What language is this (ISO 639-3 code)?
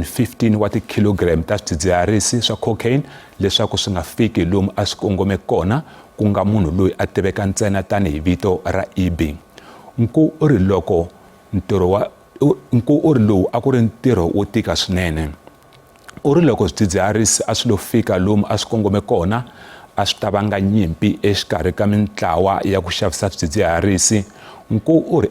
tso